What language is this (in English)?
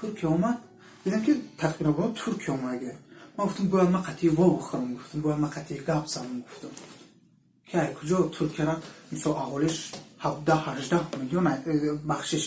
Tajik